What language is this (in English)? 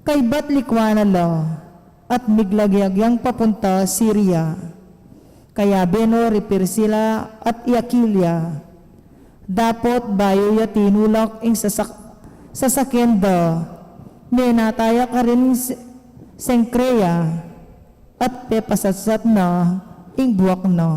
Pampanga